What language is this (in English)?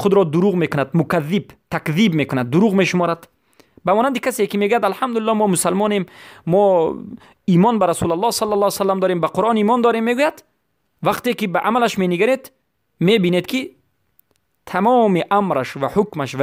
Persian